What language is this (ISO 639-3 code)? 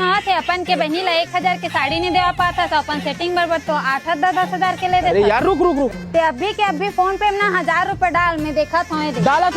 hne